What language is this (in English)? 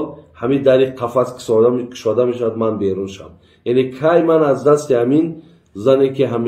Tajik